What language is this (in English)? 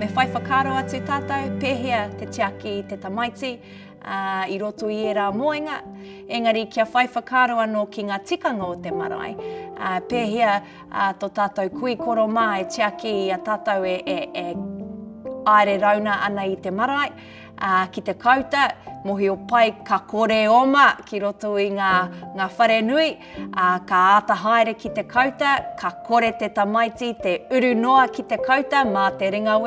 Māori